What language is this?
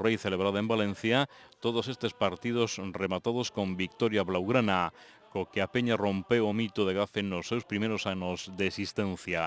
Galician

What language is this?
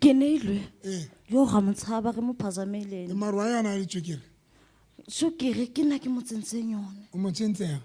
Southern Sotho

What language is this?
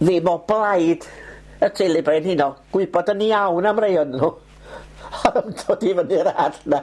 Welsh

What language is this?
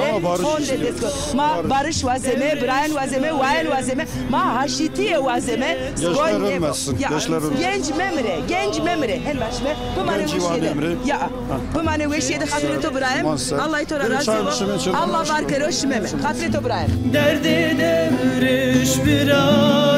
Zaza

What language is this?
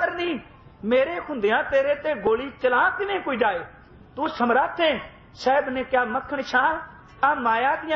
Punjabi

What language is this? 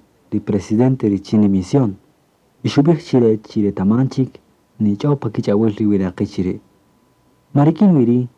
Kaqchikel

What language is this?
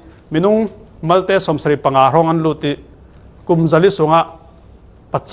Falam Chin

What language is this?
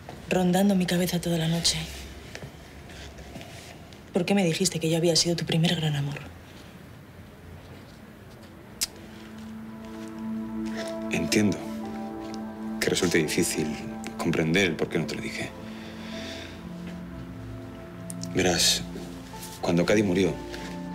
Spanish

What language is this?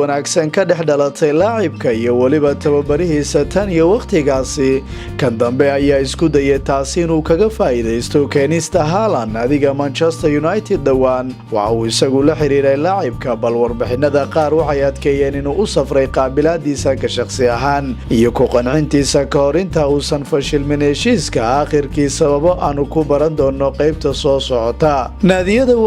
Somali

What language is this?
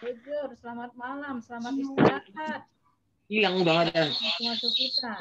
Batak Karo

